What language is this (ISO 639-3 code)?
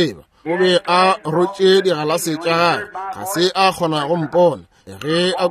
nso